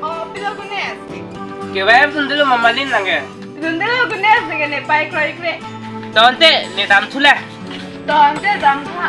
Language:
Karbi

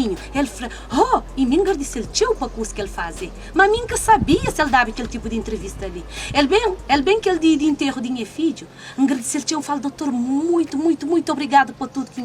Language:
Kabuverdianu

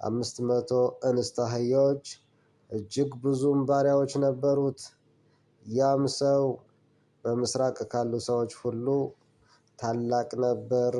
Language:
Amharic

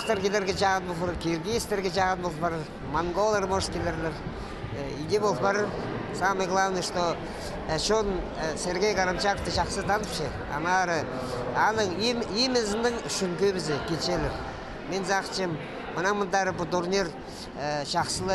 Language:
Khakas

